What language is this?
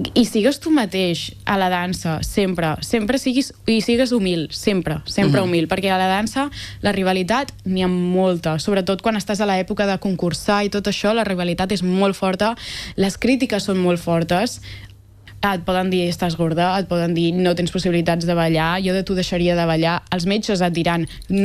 Catalan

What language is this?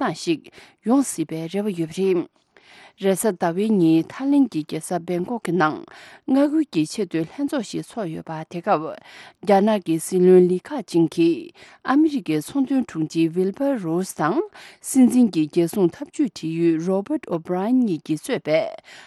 Tibetan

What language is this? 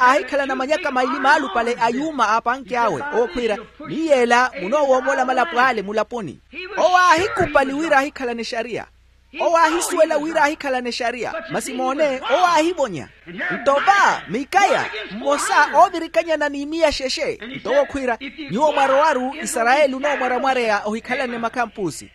Makhuwa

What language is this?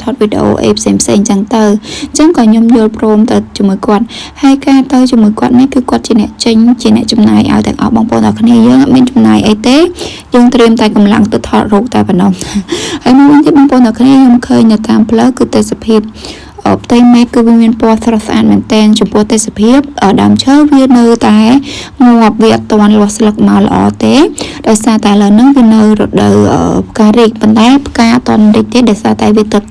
Khmer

